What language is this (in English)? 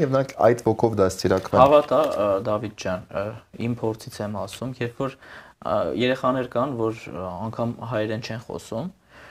Armenian